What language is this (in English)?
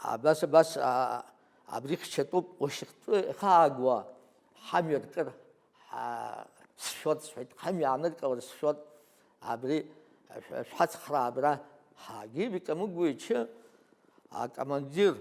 Abkhazian